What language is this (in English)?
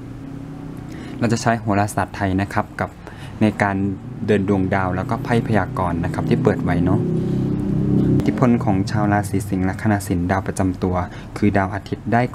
Thai